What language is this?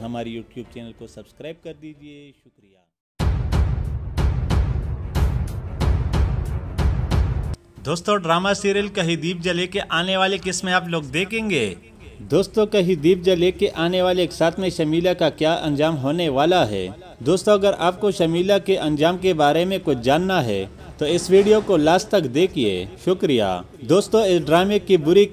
Urdu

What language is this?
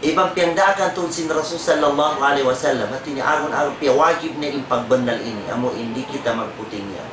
Tausug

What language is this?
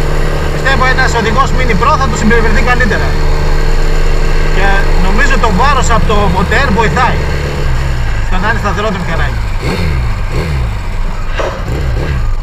Greek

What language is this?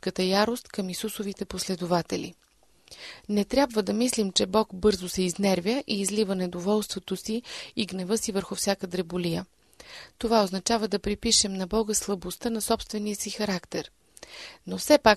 Bulgarian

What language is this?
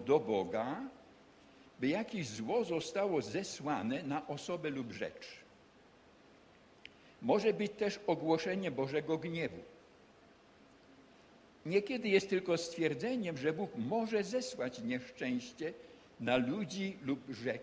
Polish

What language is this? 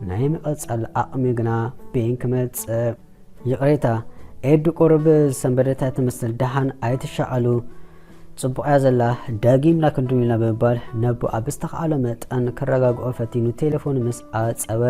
Tigrinya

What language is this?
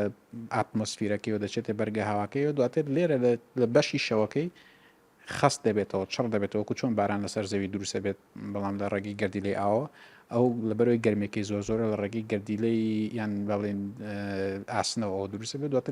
Central Kurdish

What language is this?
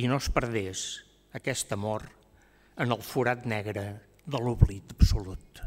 Catalan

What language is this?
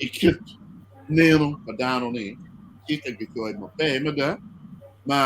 Acoli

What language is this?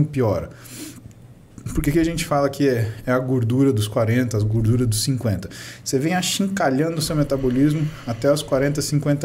Portuguese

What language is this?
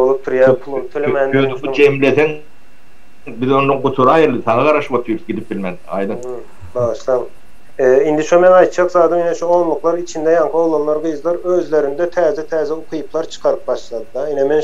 Turkmen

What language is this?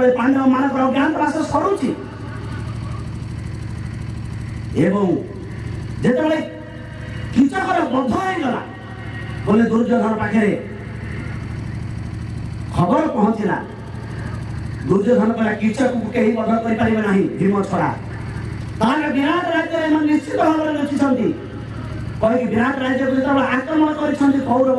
Odia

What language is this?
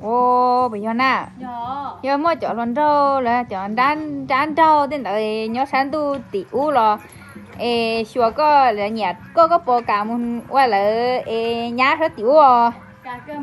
Hmong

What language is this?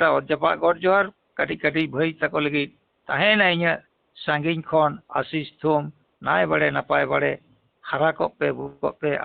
Santali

